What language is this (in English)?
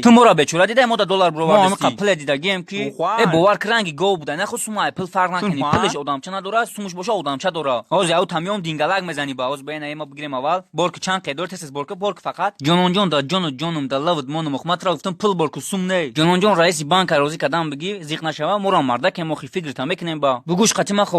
Tajik